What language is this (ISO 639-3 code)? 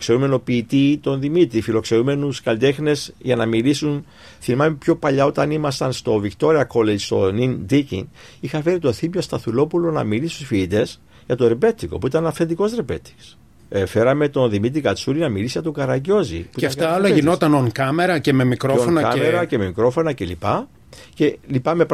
ell